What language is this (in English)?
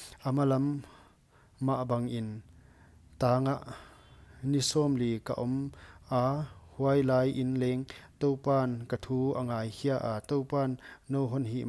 Paite Chin